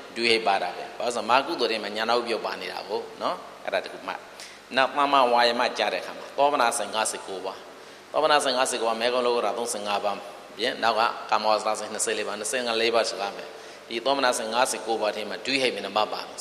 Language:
Burmese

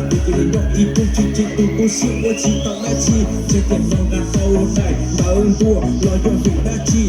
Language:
Hmong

